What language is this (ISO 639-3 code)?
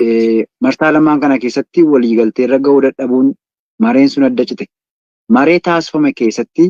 orm